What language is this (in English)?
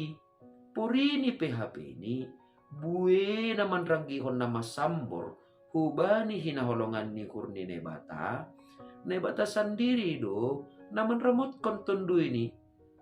Batak Simalungun